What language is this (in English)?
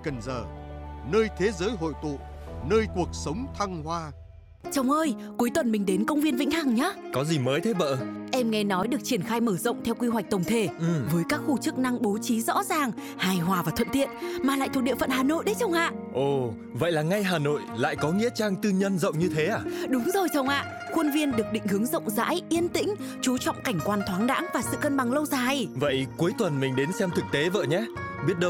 Vietnamese